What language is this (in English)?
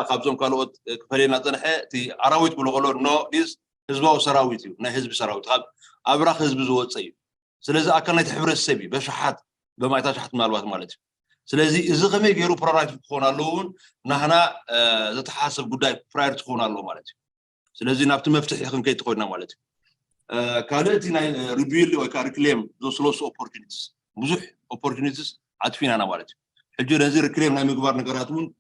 Tigrinya